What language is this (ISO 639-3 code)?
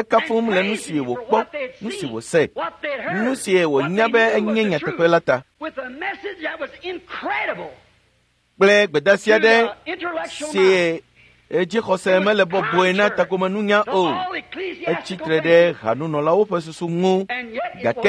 ewe